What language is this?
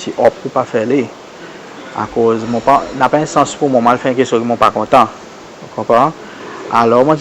Seselwa Creole French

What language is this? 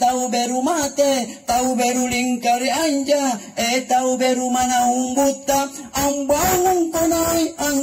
Makasar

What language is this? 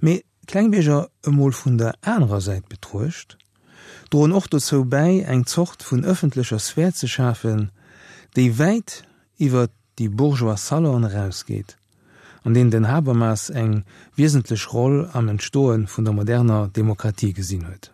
Luxembourgish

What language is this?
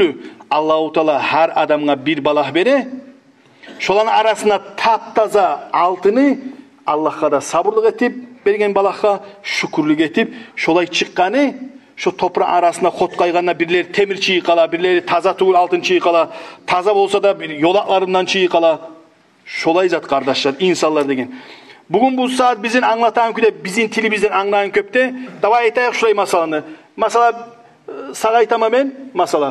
Kumyk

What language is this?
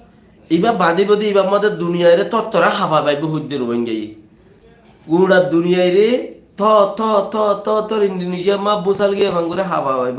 Rohingya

